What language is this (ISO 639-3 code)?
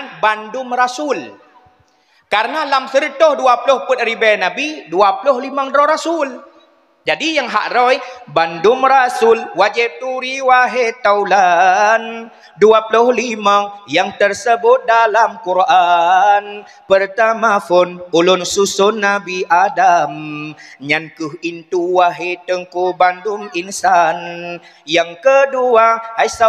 ace